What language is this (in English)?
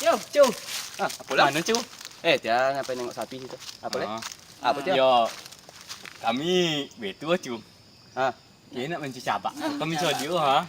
Minangkabau